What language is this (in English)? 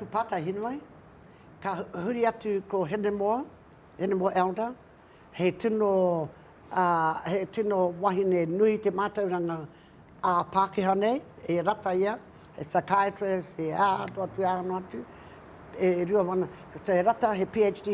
Māori